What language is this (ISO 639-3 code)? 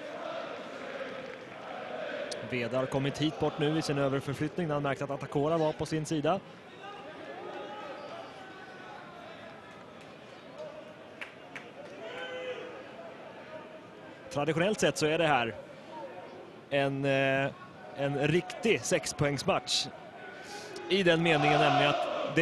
swe